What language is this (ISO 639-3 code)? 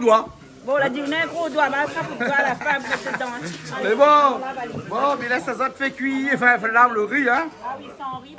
rcf